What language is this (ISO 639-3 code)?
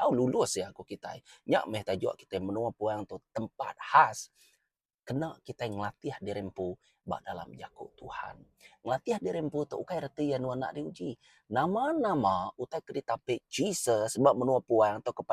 iba